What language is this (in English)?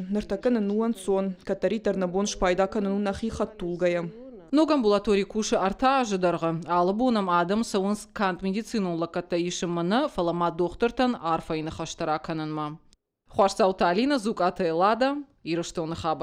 Ossetic